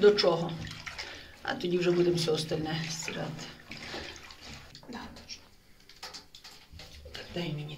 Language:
Ukrainian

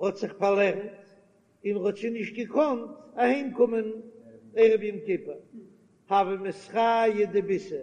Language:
Yiddish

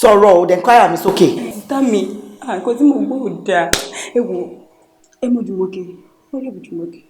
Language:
Yoruba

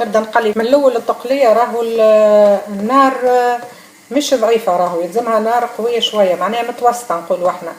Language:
Tunisian Arabic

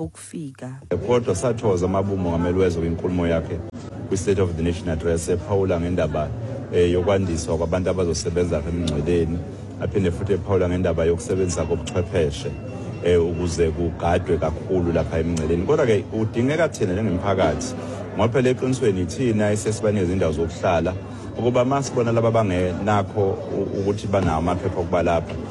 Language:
Xhosa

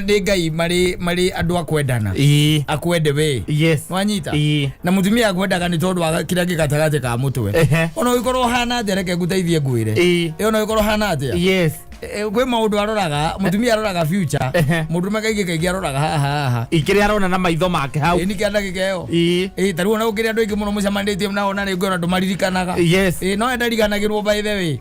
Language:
Kikuyu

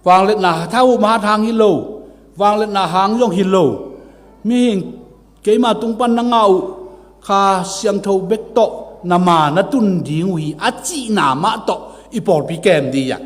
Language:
Tedim Chin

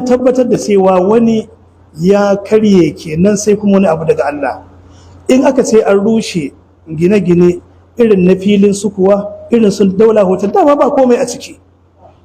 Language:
Hausa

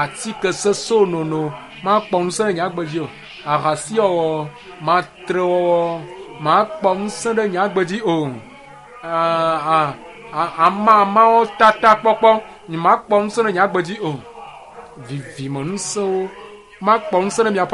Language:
Ewe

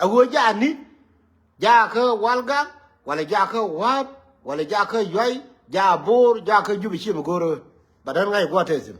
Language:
Nuer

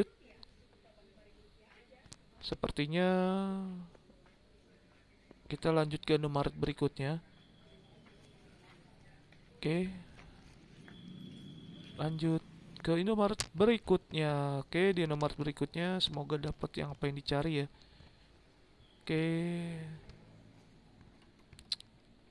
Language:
Indonesian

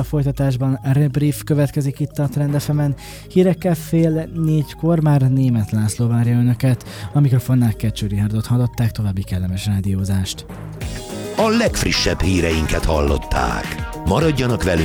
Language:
Hungarian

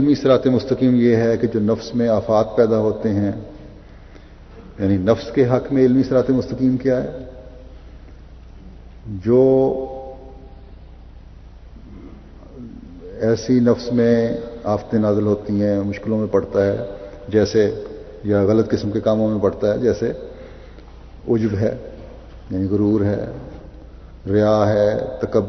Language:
Urdu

